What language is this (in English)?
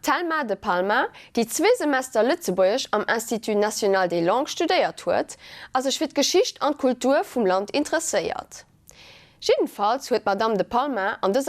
Luxembourgish